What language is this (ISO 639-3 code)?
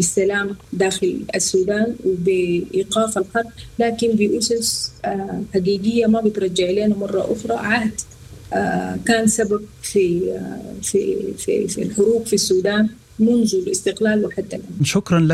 apd